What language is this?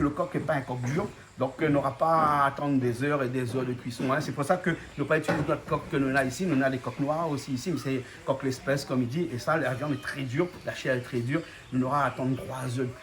Réunion Creole French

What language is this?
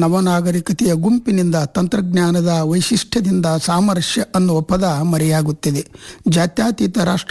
Kannada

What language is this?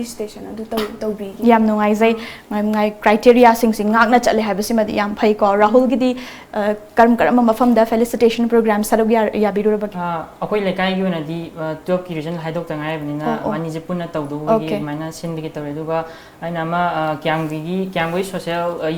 Manipuri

